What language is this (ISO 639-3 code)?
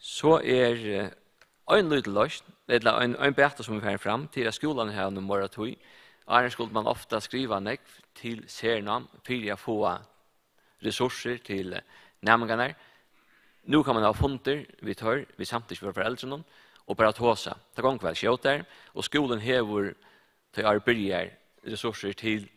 fao